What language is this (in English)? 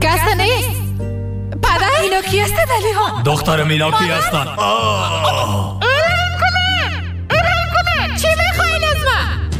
Persian